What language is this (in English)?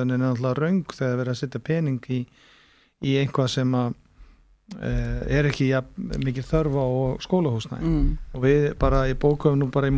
Icelandic